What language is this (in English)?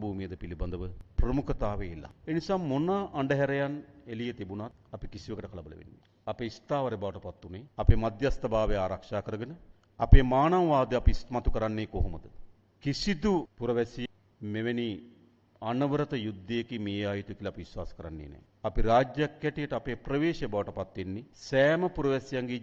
Sinhala